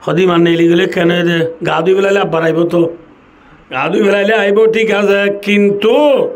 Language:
Rohingya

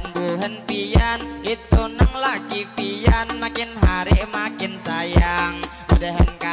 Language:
Banjar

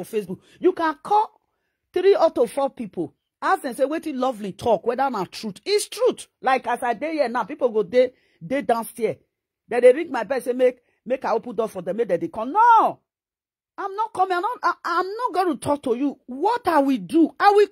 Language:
Nigerian Pidgin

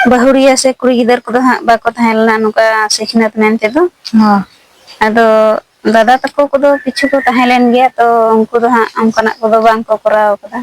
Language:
Santali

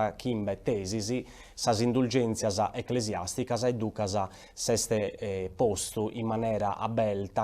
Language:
Sardinian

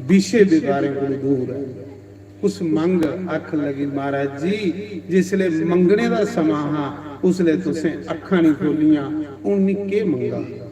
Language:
Dogri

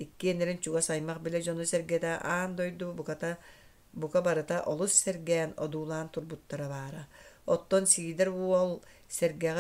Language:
Yakut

